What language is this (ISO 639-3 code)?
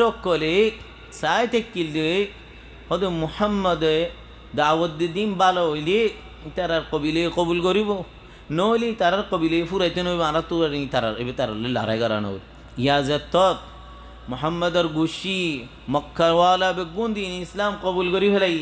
rhg